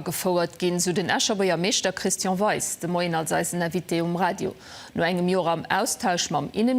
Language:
Luxembourgish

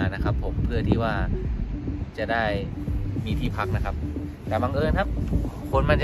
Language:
Thai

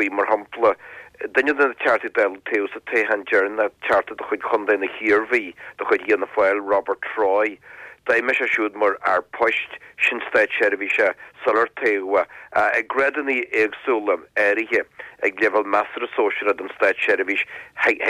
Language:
Irish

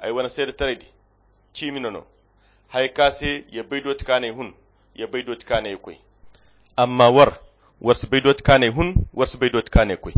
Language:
Koyra Chiini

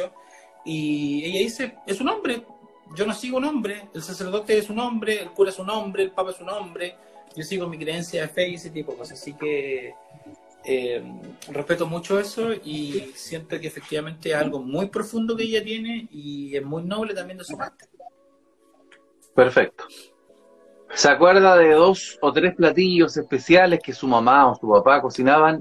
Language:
Spanish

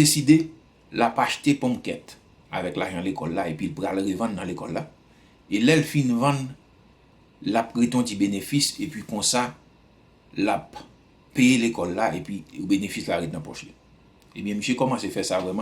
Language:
Haitian Creole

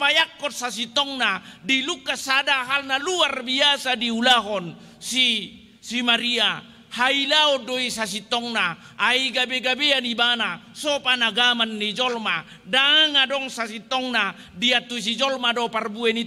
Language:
Batak Toba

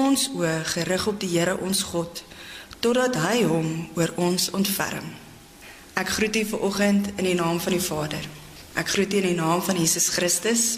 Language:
Afrikaans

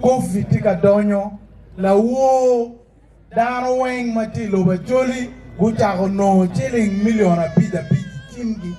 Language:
Acoli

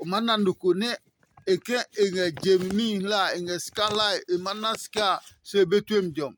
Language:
Adangme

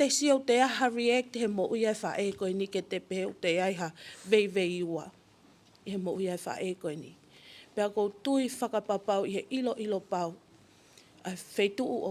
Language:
Tongan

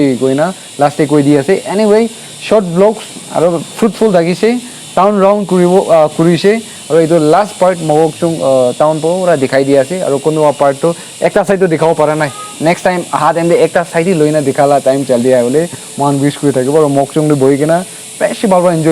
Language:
Naga Pidgin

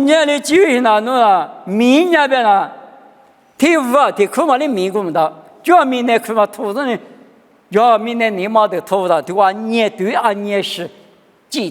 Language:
Lisu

